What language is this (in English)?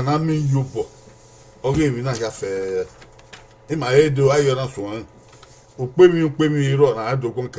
Bini